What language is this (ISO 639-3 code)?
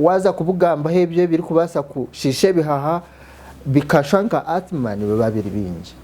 nyn